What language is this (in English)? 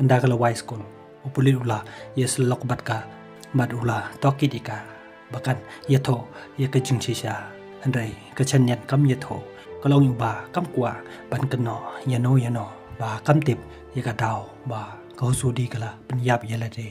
Khasi